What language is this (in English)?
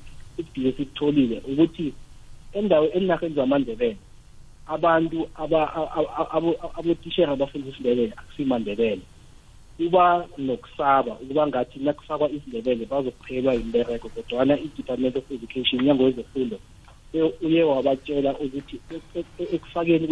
South Ndebele